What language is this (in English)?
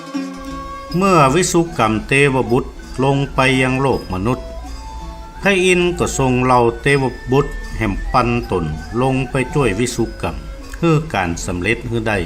Northern Thai